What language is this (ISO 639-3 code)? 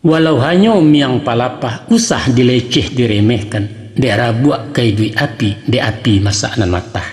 min